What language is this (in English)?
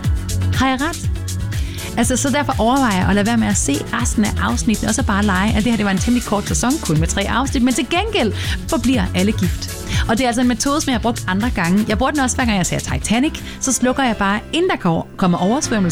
Danish